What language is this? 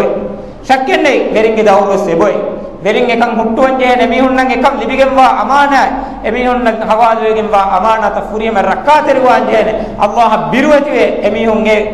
Divehi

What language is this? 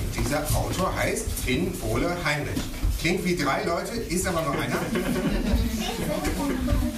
German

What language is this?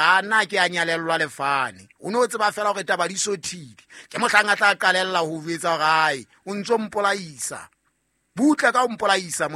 Southern Sotho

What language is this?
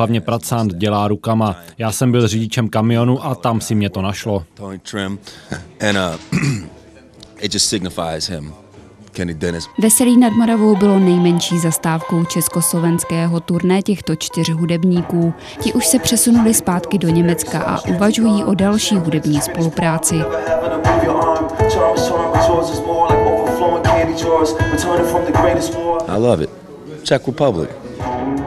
Czech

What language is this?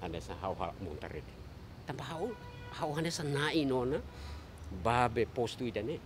Tetum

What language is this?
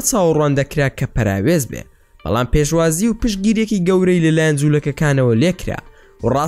Central Kurdish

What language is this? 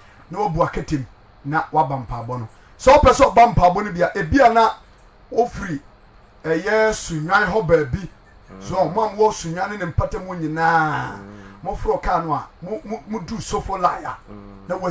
Akan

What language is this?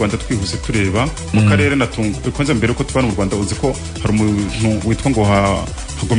Kinyarwanda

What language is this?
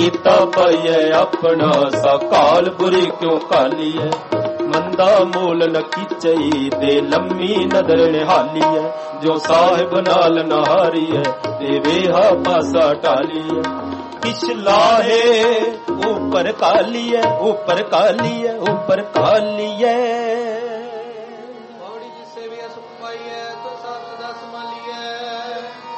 Punjabi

